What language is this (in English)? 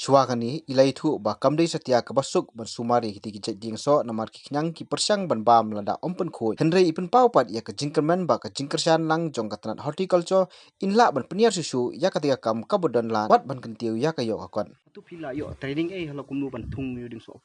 Khasi